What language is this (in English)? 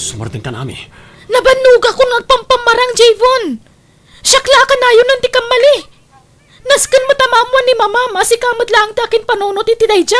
Iloko